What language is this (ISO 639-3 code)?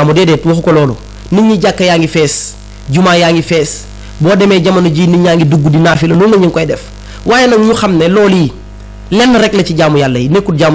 wol